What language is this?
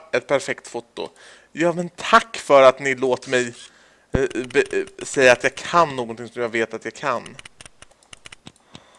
Swedish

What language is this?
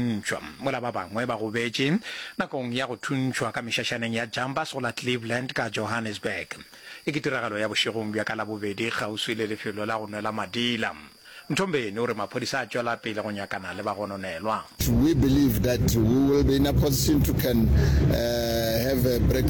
Northern Sotho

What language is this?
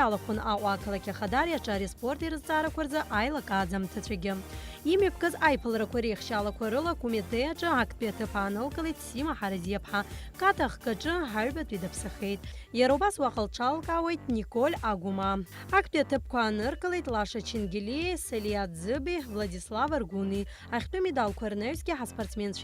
Abkhazian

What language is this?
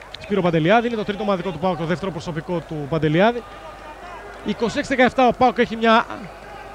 Greek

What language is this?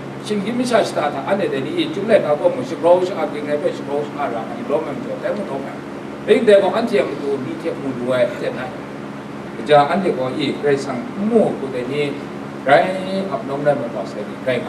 Kachin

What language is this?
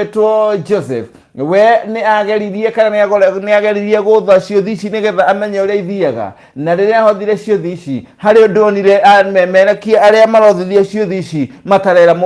Kikuyu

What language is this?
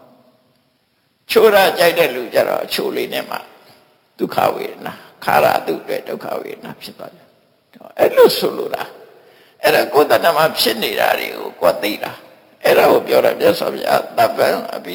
Burmese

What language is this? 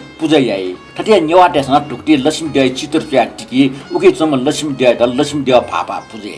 Newari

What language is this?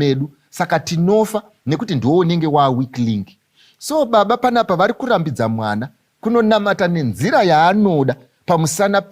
Shona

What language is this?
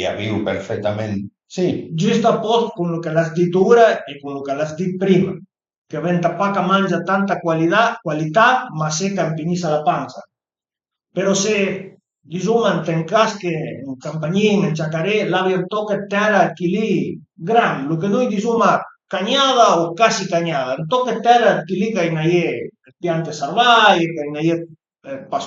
Piedmontese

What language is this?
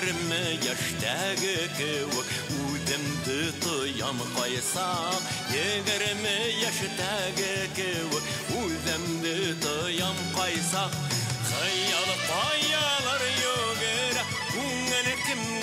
Bashkir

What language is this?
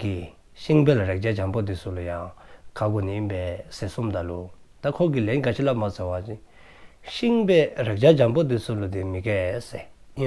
Dzongkha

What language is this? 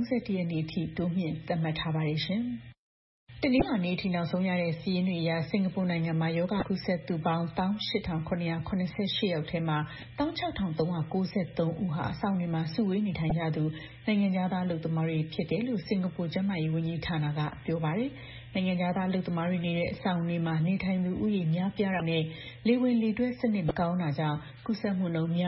Burmese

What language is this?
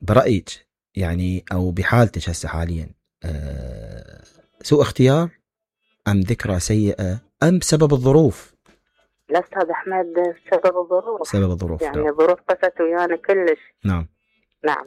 Mesopotamian Arabic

